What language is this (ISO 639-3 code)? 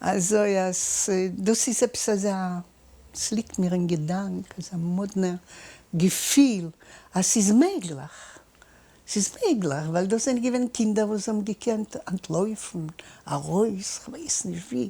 yid